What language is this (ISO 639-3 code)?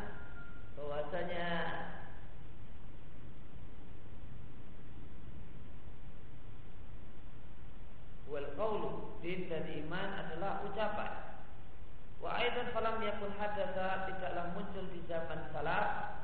ind